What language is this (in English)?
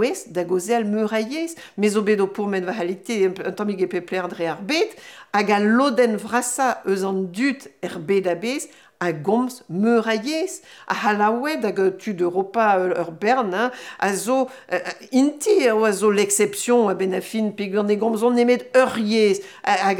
Breton